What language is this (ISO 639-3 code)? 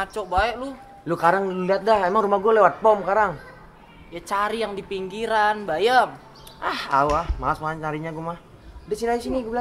bew